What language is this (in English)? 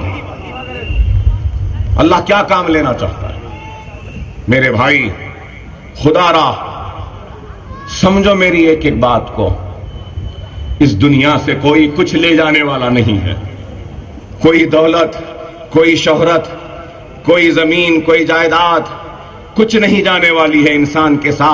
Urdu